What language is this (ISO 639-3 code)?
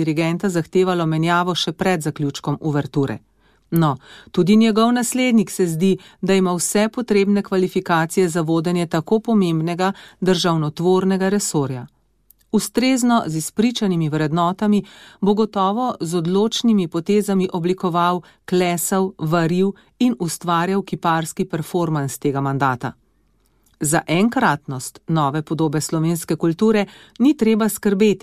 slv